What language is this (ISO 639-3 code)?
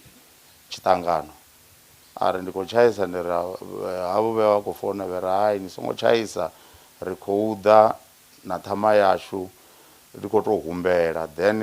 ven